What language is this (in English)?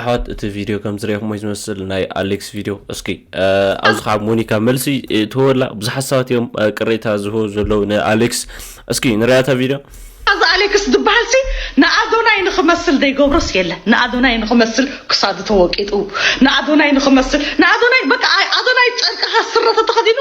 Tigrinya